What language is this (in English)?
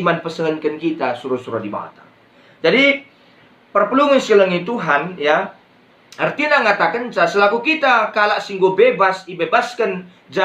Batak Karo